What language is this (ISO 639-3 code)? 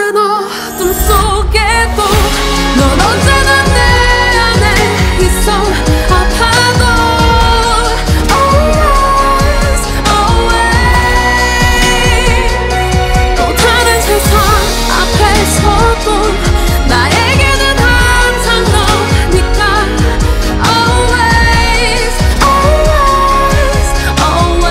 kor